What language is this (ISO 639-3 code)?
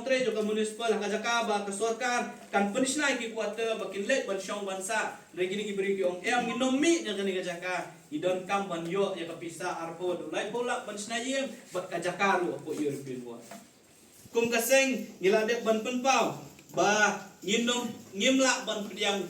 kha